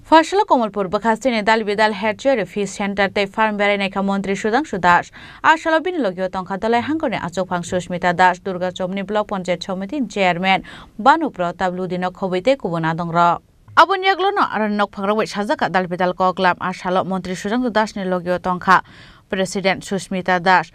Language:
Kok Borok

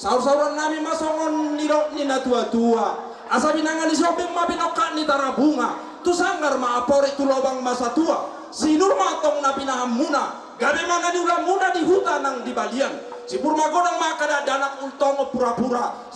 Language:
Batak Toba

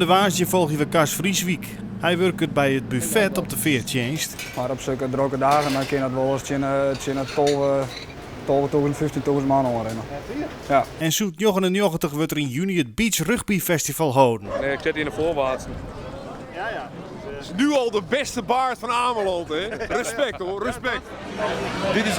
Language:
Western Frisian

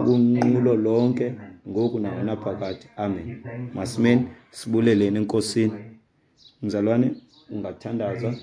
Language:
Xhosa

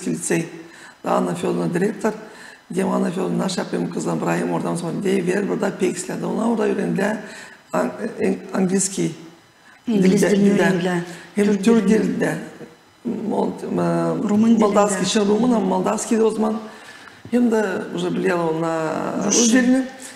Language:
Gagauz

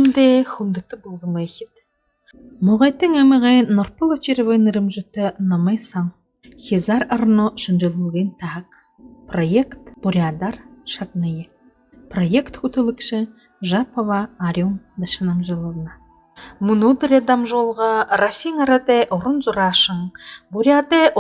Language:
Buriat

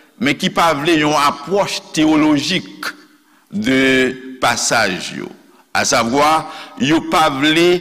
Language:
Haitian Creole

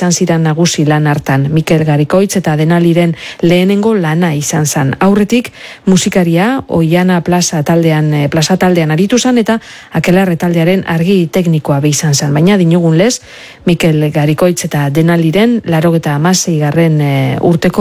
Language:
Basque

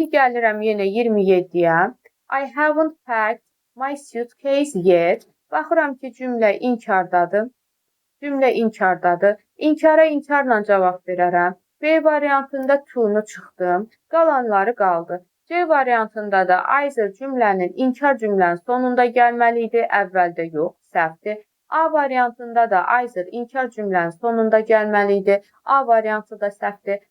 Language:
Azerbaijani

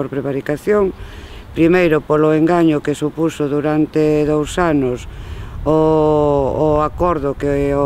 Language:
Galician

